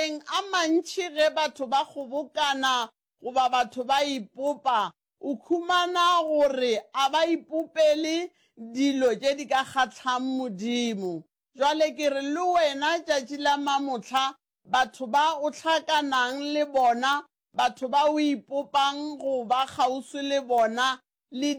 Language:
Northern Sotho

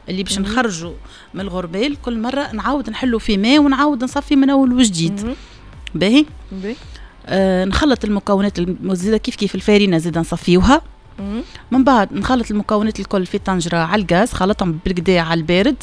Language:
Tunisian Arabic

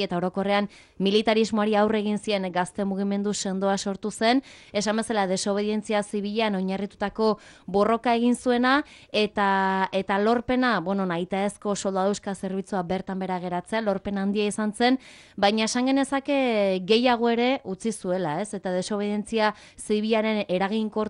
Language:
Basque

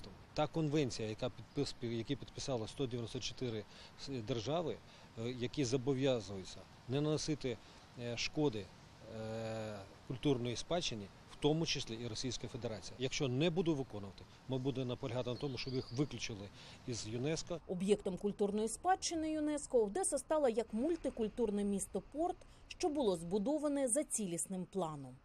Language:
Ukrainian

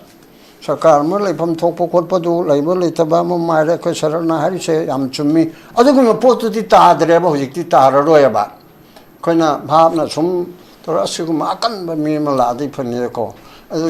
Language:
Manipuri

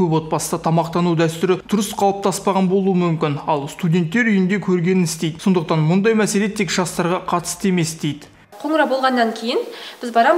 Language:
Kazakh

